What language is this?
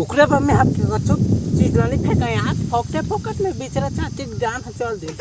Chhattisgarhi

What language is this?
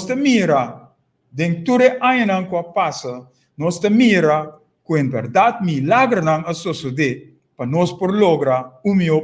Papiamento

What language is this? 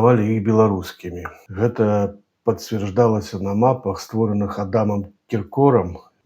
Belarusian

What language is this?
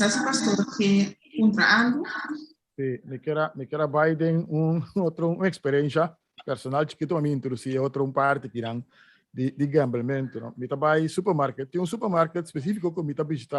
Papiamento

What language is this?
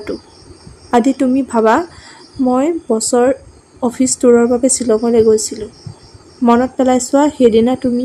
Assamese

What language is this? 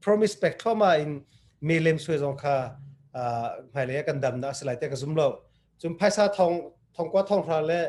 Hakha Chin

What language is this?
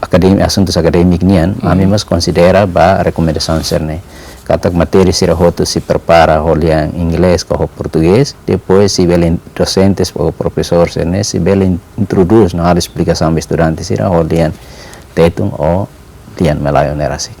Tetum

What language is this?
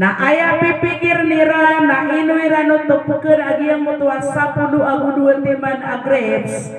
Maranao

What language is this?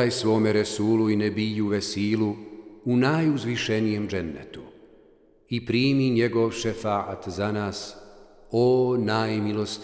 Bosnian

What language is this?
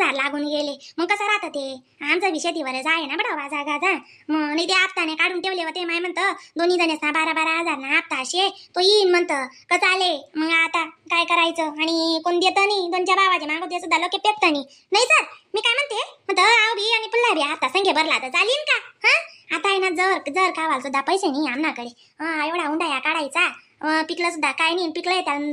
Khandesi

